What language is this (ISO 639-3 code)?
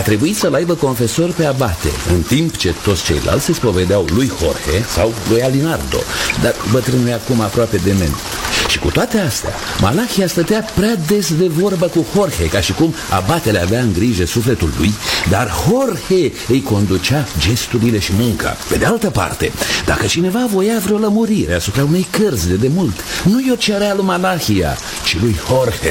ron